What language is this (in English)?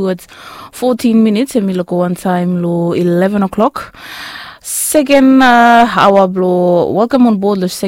Bislama